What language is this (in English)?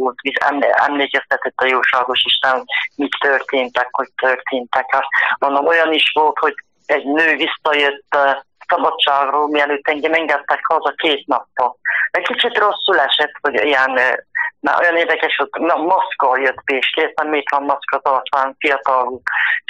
Hungarian